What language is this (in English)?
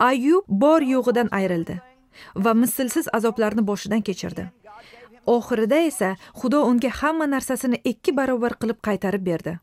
Uzbek